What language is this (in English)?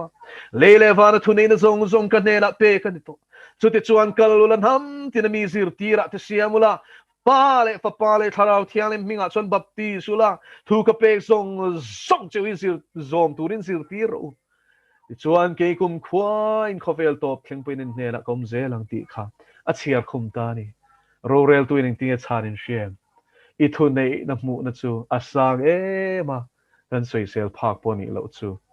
Mizo